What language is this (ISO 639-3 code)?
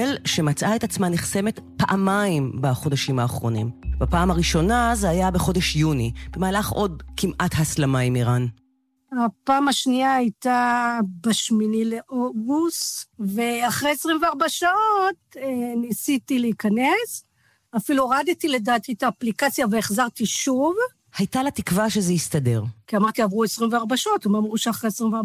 heb